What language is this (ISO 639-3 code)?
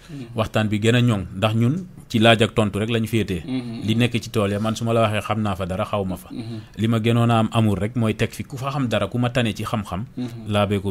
wol